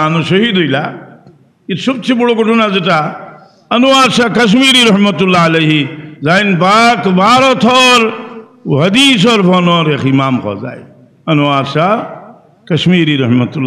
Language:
Sylheti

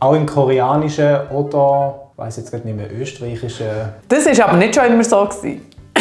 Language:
Swiss German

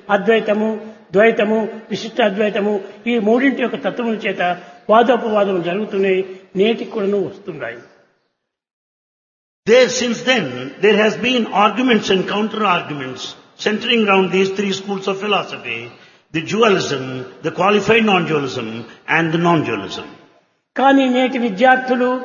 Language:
Telugu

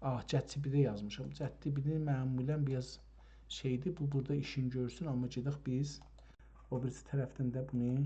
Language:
South Azerbaijani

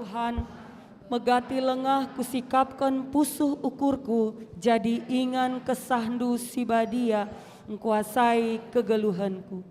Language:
Batak Karo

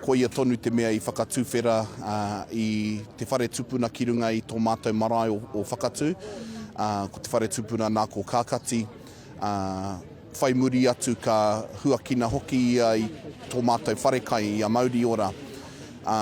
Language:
Māori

